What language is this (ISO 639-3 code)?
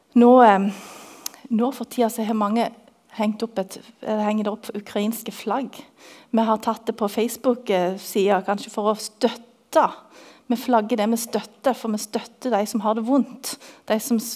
nor